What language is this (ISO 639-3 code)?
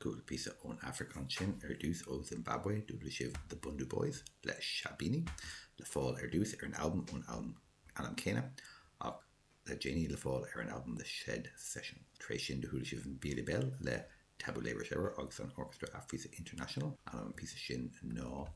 gle